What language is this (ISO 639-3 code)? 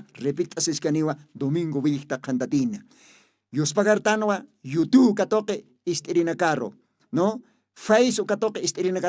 aym